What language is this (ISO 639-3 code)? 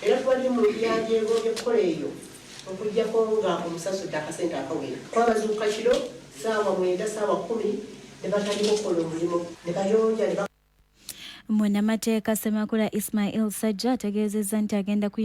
lug